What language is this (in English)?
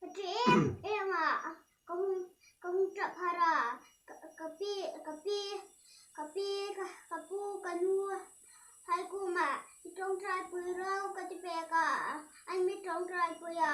Hmar